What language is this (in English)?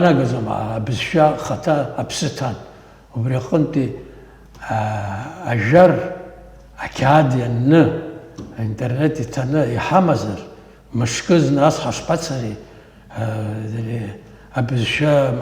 Abkhazian